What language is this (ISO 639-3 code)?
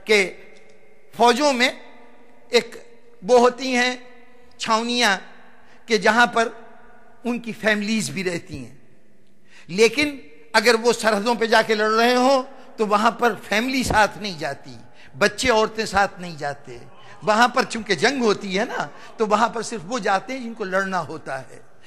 urd